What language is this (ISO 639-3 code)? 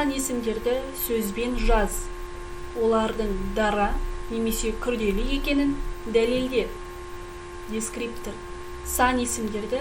kaz